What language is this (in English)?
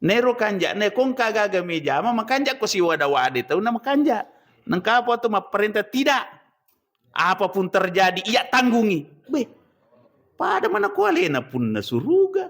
Buginese